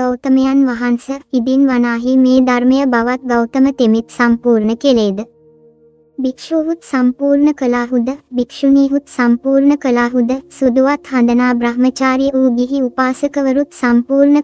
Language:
Sinhala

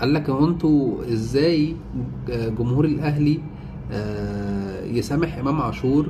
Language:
Egyptian Arabic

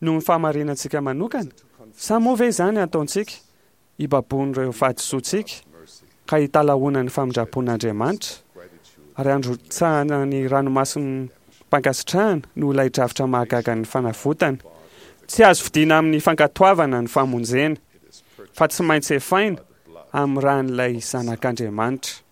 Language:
Malagasy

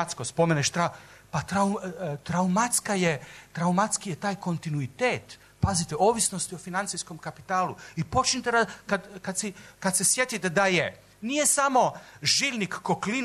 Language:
Serbian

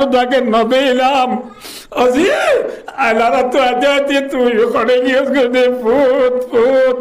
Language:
Rohingya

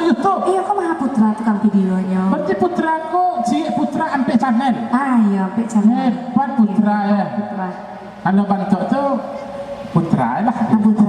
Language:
Minangkabau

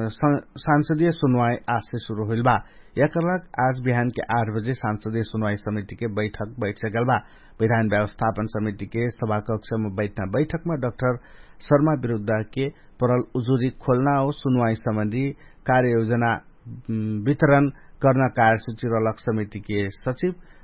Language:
Dangaura Tharu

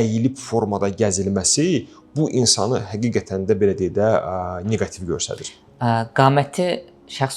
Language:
Azerbaijani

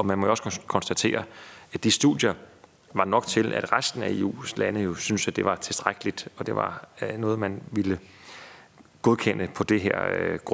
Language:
Danish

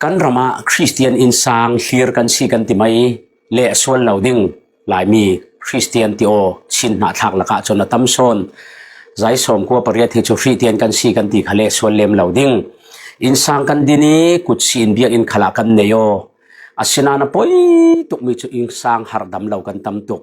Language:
Falam Chin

